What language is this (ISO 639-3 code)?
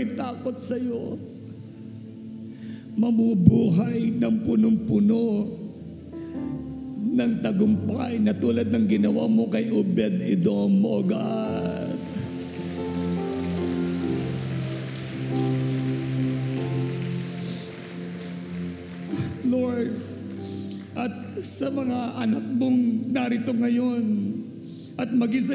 fil